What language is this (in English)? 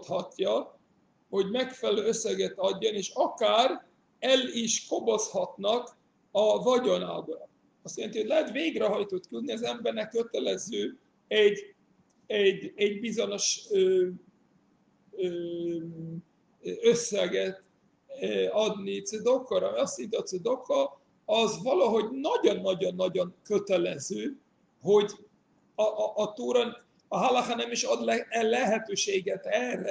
Hungarian